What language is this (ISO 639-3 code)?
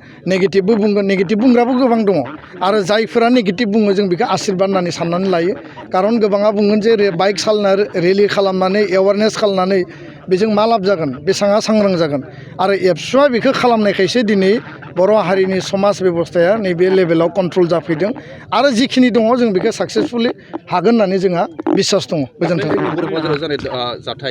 brx